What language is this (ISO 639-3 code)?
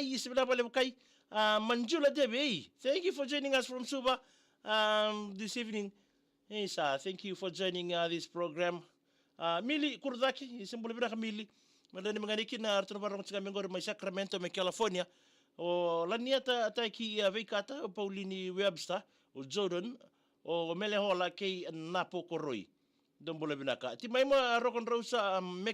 fij